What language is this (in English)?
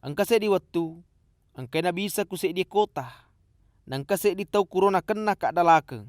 Buginese